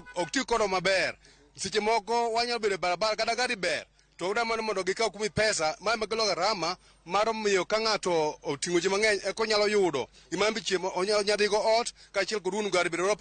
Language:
Luo (Kenya and Tanzania)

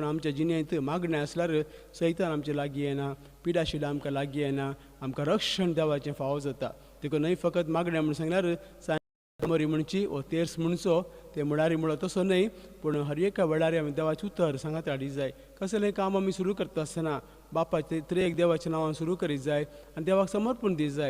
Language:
Konkani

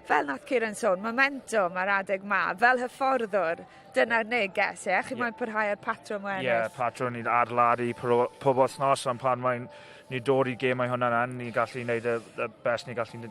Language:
Welsh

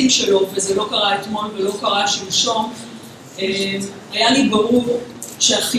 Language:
Hebrew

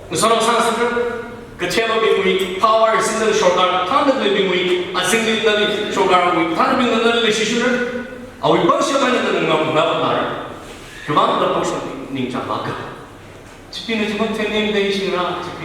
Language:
Tangkhul Naga (India)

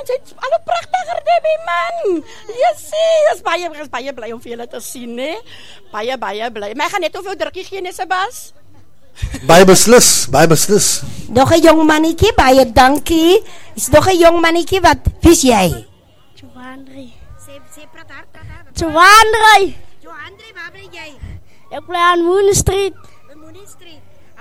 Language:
Afrikaans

